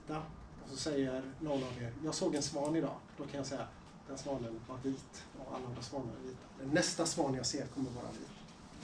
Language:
Swedish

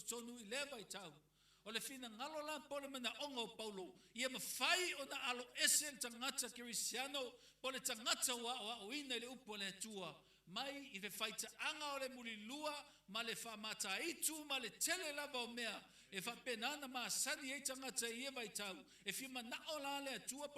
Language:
Samoan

